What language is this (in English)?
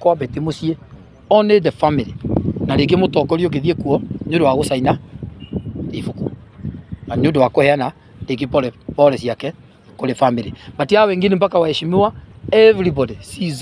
Kikuyu